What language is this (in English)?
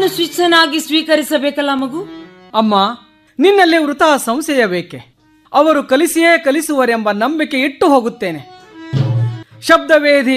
Kannada